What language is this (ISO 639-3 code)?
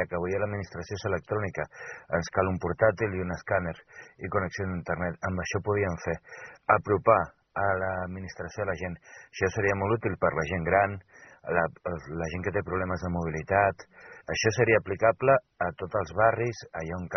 cat